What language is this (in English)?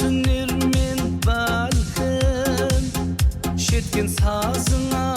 Kara-Kalpak